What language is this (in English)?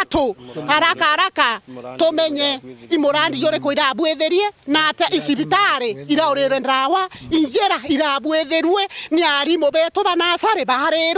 Meru